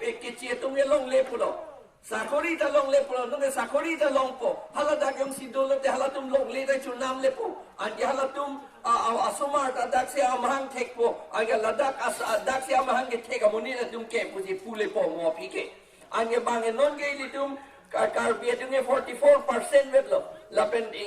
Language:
Karbi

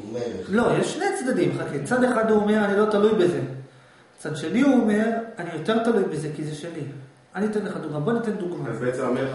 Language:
Hebrew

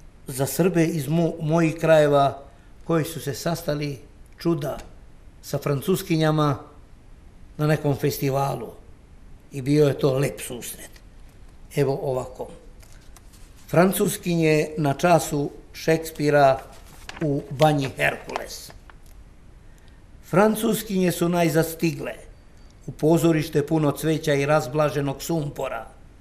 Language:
Serbian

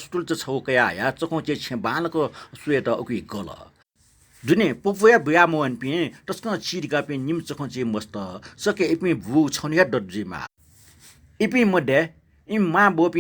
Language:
Newari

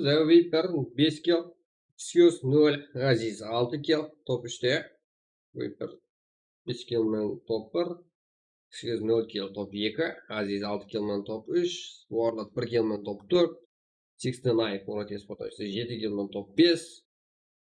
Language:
Kara-Kalpak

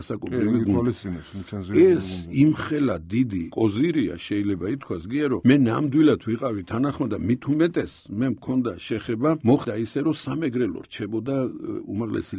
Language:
Georgian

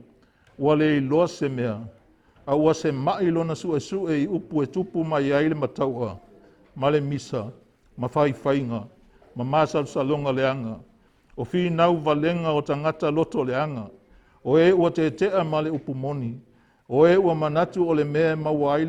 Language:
Samoan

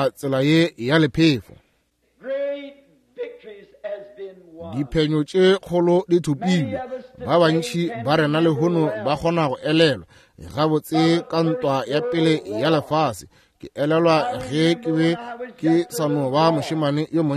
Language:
Northern Sotho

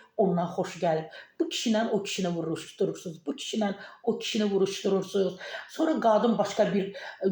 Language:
Azerbaijani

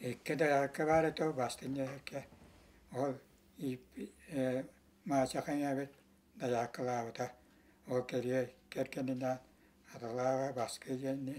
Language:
Yakut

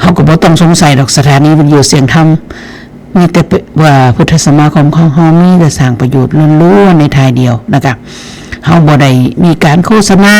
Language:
Northeastern Thai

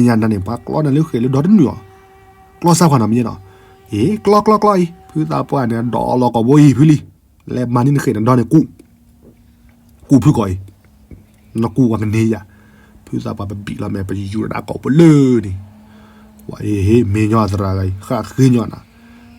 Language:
S'gaw Karen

